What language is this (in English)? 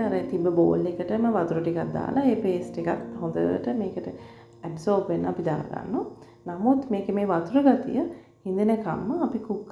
Sinhala